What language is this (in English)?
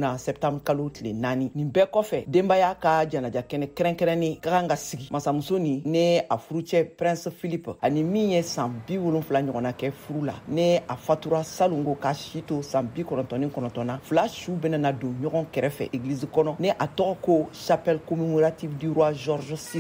Bambara